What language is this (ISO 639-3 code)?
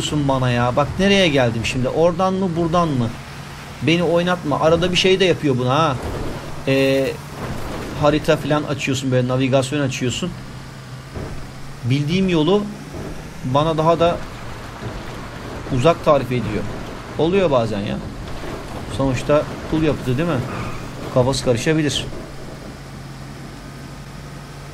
tur